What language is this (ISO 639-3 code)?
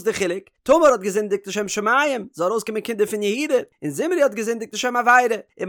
yid